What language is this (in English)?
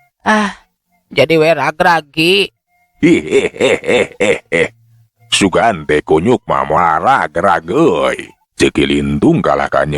Sundanese